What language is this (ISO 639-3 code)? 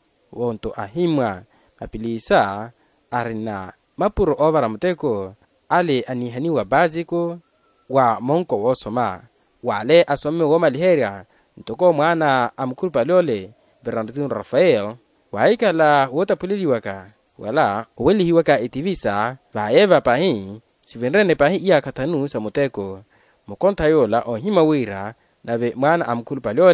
vmw